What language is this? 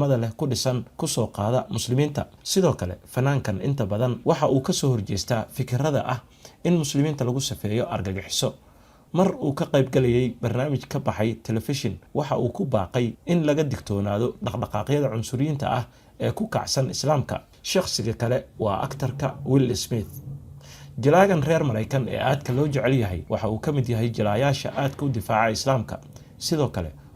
Somali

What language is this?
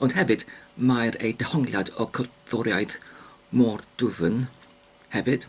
Welsh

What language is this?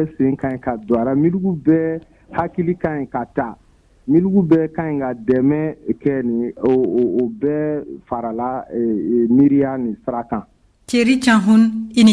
Bambara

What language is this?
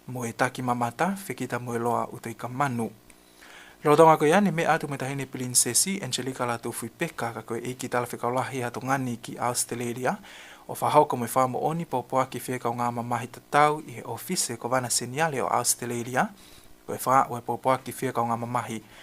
Tongan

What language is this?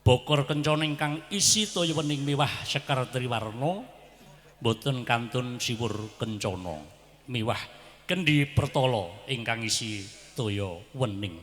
Javanese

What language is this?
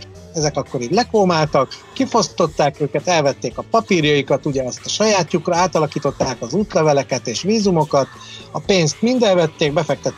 Hungarian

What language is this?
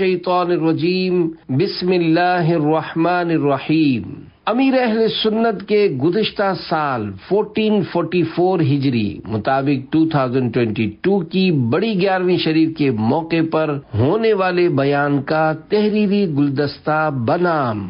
Urdu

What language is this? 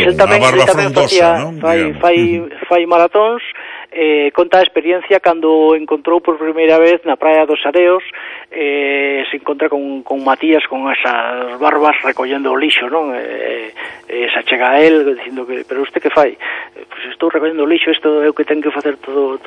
Galician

